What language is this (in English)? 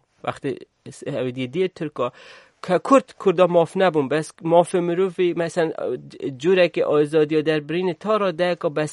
Kurdish